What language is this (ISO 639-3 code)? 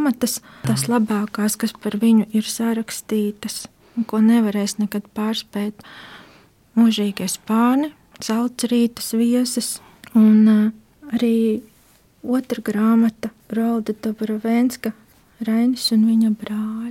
lav